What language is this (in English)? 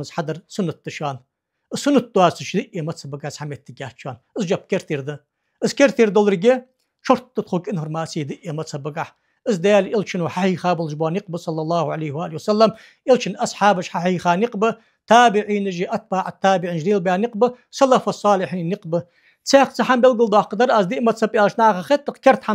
Ingush